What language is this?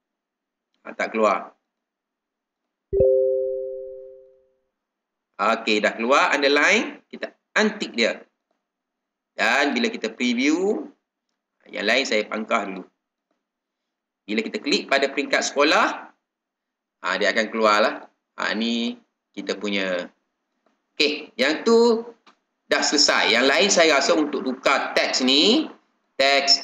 Malay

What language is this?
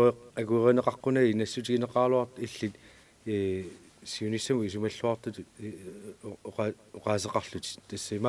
Kalaallisut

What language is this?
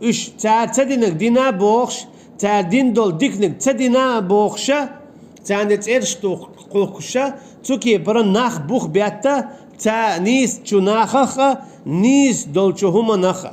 Chechen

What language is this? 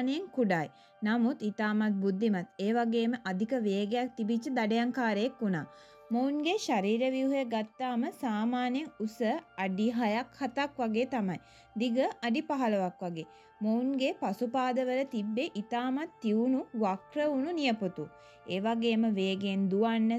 Sinhala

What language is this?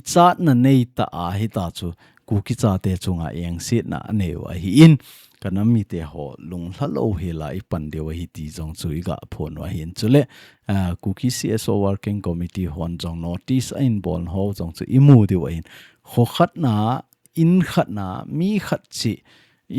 Thado Chin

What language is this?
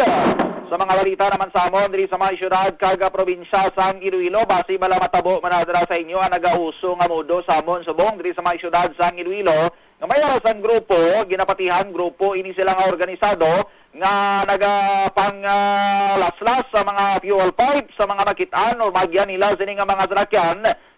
Hiligaynon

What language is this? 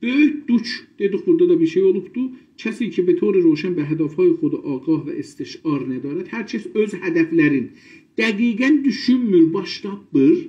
South Azerbaijani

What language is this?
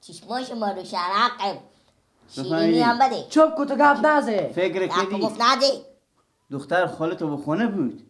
Persian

